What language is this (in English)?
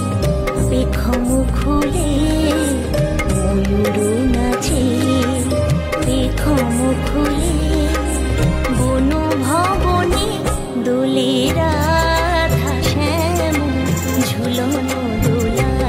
Bangla